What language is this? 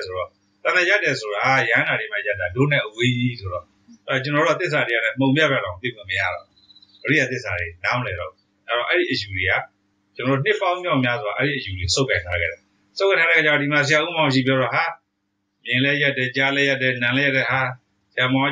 Burmese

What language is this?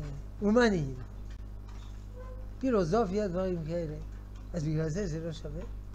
Hebrew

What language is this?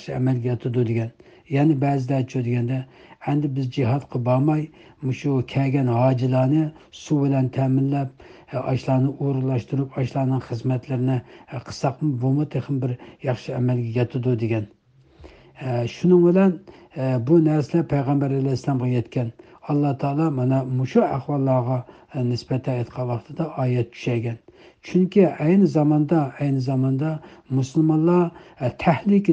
Uyghur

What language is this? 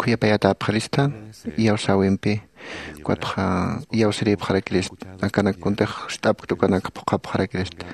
Aymara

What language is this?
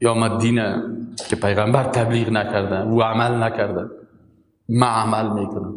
Persian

